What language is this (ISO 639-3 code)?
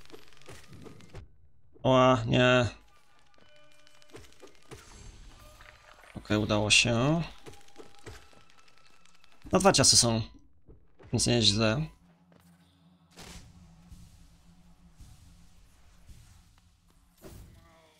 pol